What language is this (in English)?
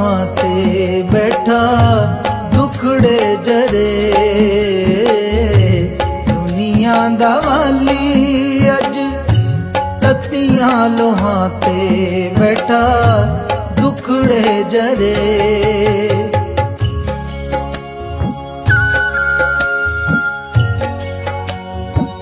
Punjabi